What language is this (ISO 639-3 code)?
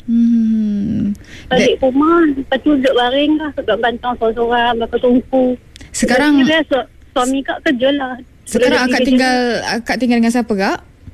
msa